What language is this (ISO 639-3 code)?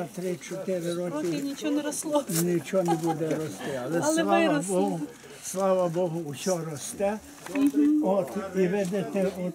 ukr